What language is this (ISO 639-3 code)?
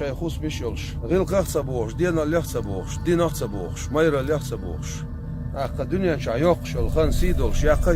che